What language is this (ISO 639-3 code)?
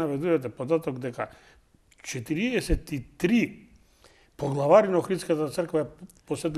mkd